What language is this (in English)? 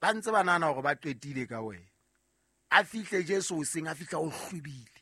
Southern Sotho